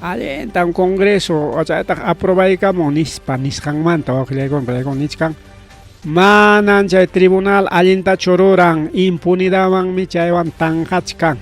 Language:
Ayacucho Quechua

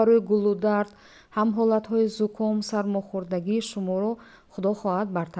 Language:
Tajik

